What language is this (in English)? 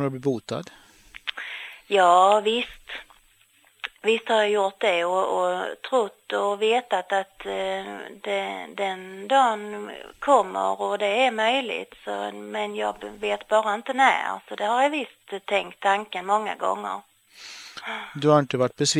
Swedish